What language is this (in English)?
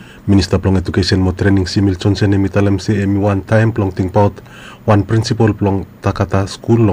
Bislama